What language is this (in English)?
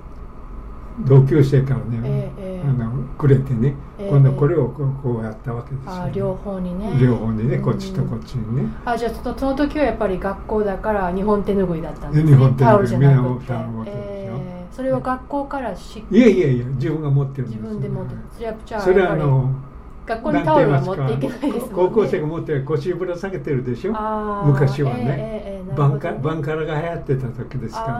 Japanese